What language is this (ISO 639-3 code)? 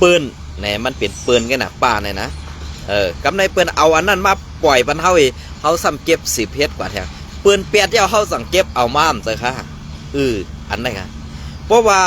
shn